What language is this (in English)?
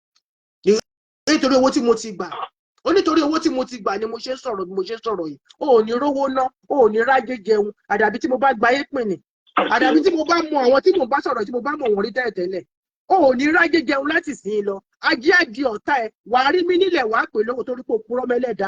Yoruba